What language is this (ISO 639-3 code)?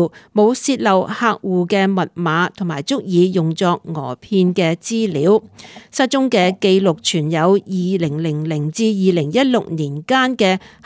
yue